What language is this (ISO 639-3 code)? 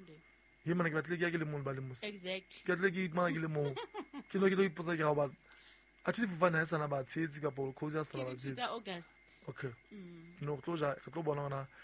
sot